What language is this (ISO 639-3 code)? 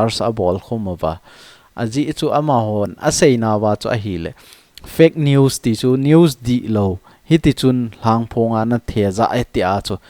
tcz